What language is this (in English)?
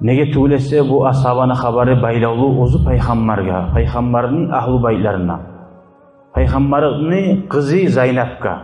Kumyk